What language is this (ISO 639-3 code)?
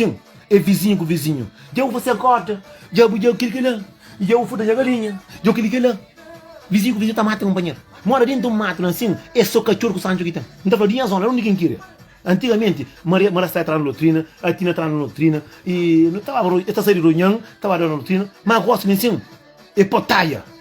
kea